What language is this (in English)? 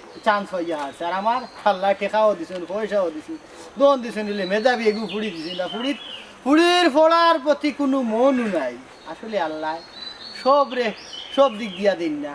Sylheti